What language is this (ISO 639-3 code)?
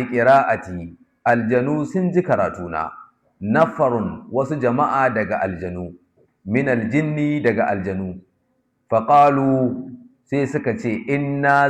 hau